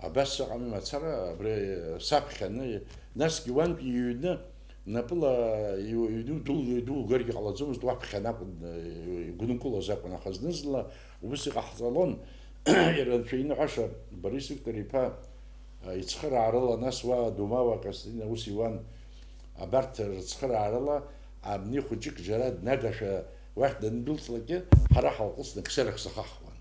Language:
Abkhazian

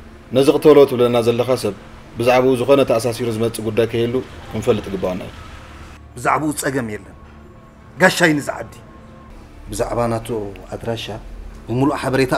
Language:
Tigrinya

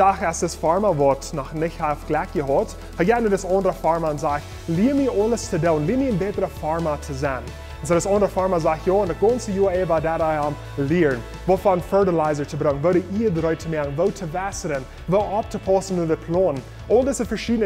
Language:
Plautdietsch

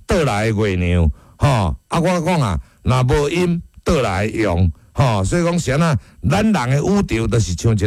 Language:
Min Nan Chinese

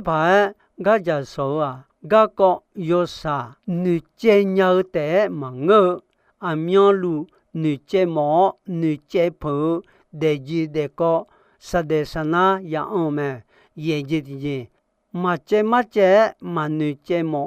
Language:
Akha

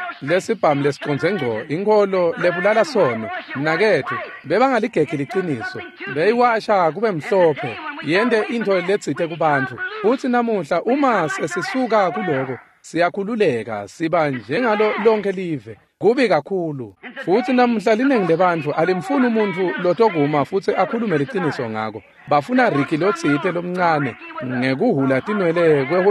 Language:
Swati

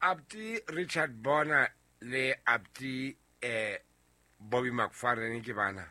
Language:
Southern Sotho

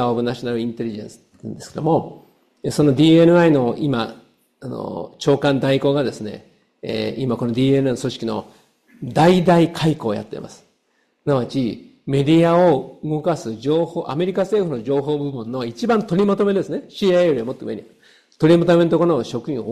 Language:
Japanese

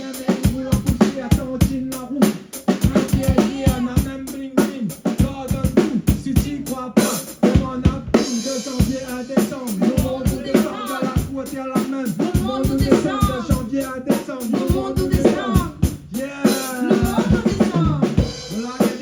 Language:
Réunion Creole French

